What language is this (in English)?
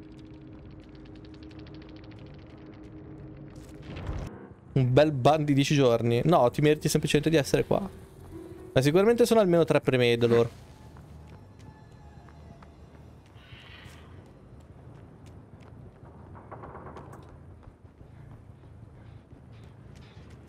Italian